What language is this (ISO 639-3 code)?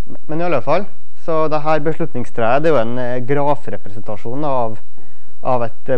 nor